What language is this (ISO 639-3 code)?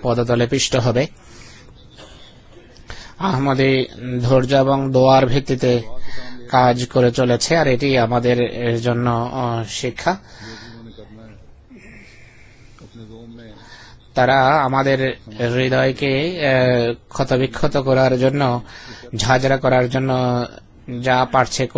ben